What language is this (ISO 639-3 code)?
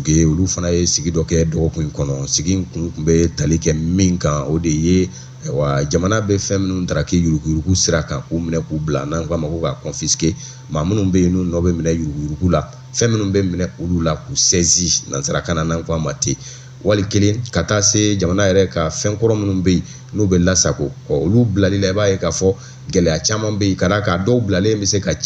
bam